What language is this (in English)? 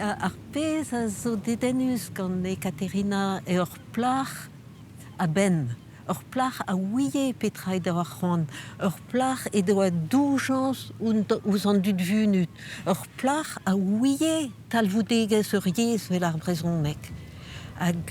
Breton